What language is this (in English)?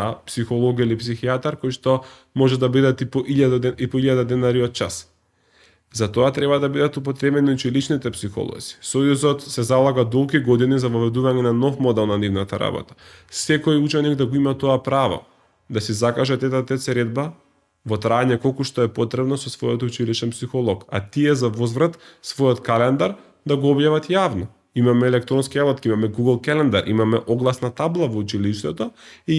Macedonian